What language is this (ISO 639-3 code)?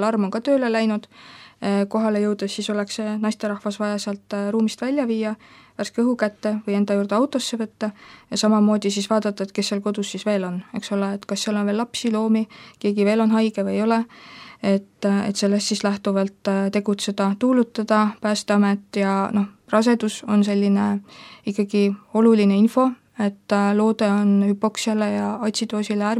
est